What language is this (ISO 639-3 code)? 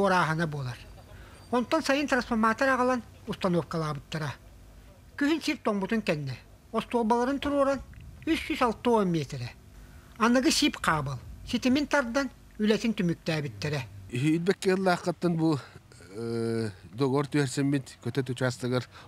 sah